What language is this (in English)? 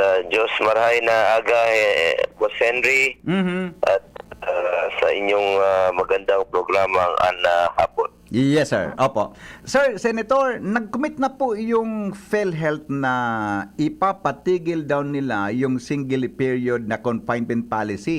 Bikol